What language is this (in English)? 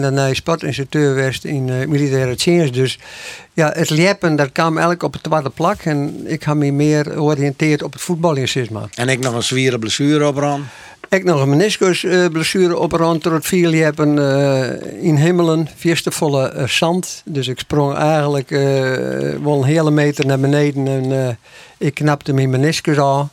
Western Frisian